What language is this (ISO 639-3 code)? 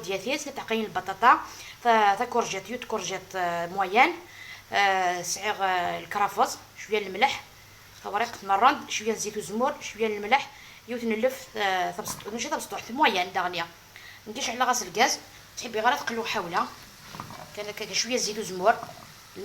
arq